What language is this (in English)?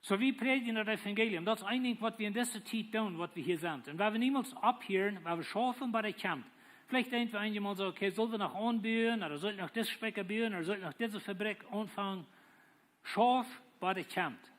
Plautdietsch